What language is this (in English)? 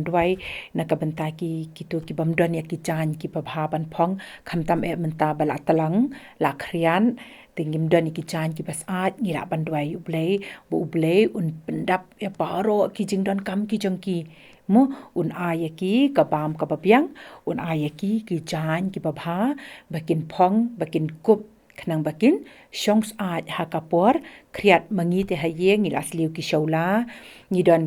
Khasi